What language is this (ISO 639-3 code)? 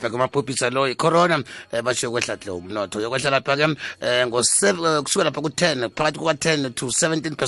nbl